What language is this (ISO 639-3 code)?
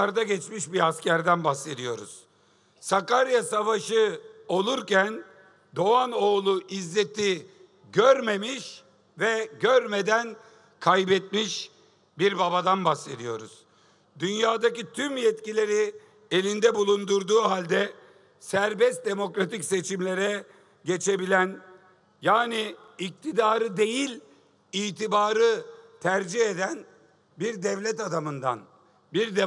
tur